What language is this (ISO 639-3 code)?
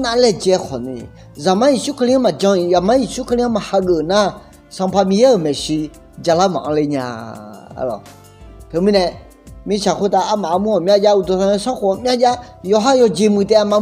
ahk